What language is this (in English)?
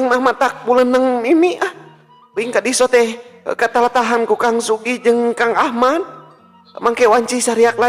Sundanese